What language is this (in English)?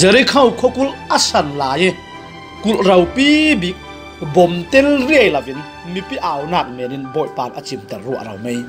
Falam Chin